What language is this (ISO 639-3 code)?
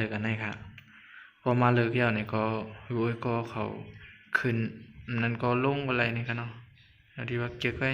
shn